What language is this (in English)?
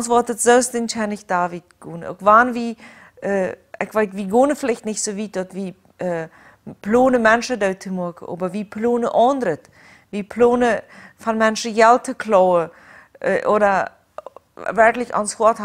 Plautdietsch